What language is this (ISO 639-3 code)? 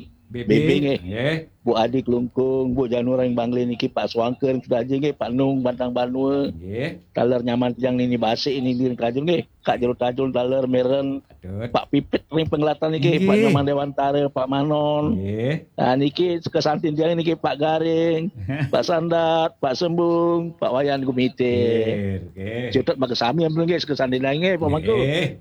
ban